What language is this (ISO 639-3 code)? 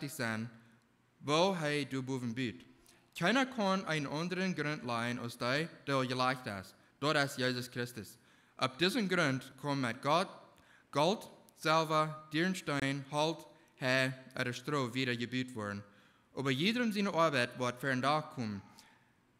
pdt